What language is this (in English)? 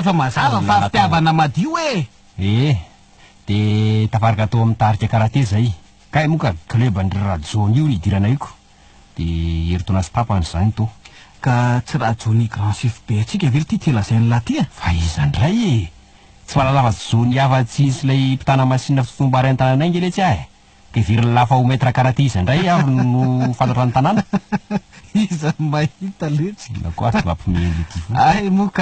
Malagasy